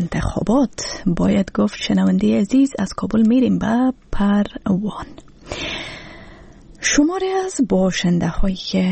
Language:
Persian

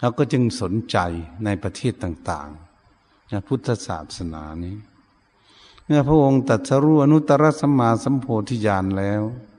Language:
Shan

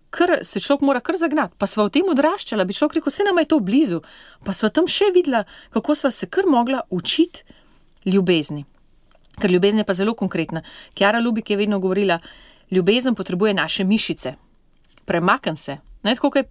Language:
Slovenian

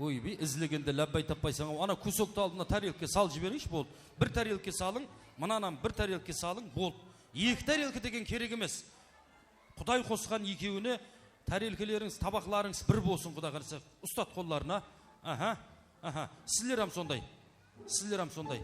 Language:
Kara-Kalpak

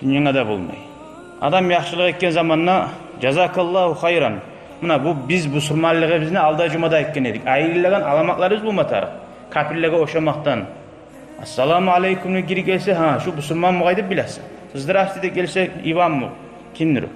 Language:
Kumyk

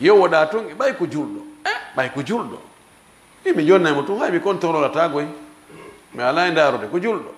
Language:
Fula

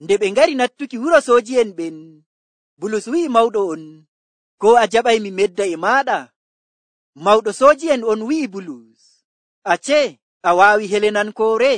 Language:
Nigerian Fulfulde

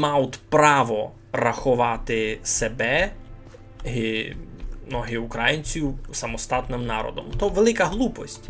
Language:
Rusyn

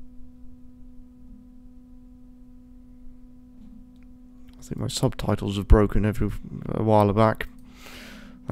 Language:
English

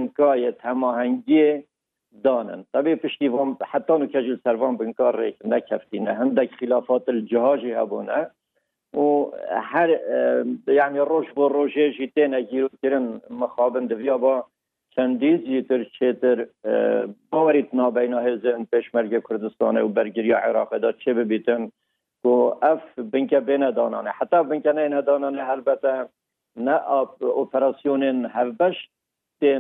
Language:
Kurdish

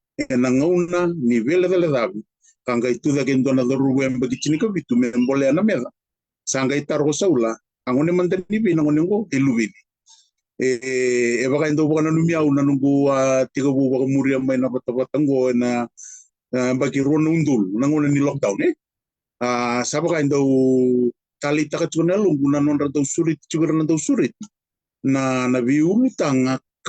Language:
Fijian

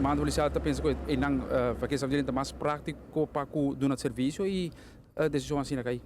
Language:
Papiamento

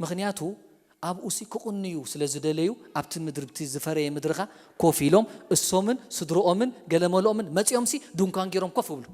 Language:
Tigrinya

